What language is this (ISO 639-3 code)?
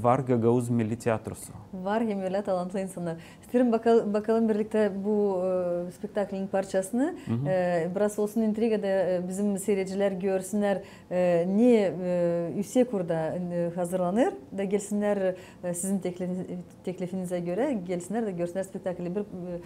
gag